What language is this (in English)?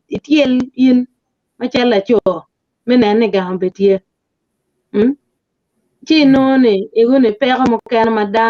Acoli